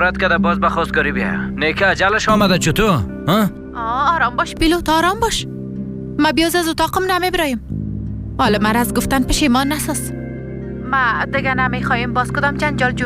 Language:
Persian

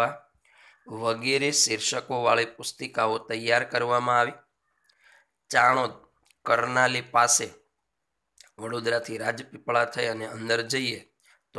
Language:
Gujarati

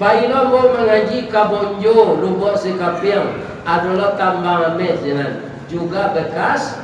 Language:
Minangkabau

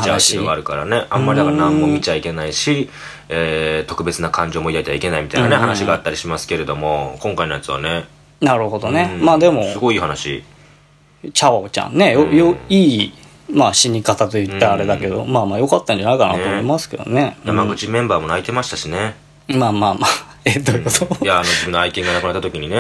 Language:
Japanese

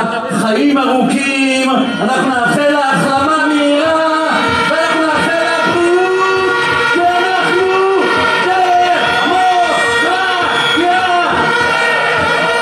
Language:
Hebrew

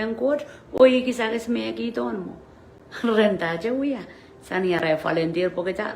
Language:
Pohnpeian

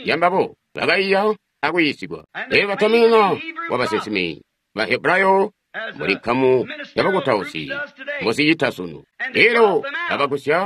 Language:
Tonga (Zambia)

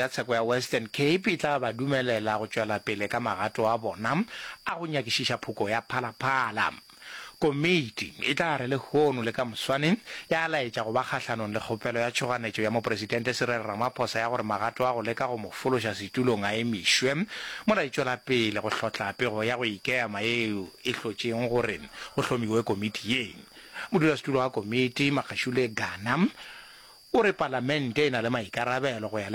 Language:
Northern Sotho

